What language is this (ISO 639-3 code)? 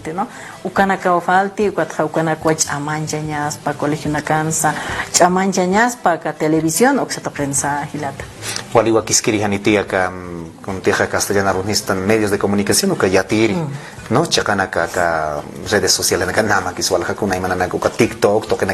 aym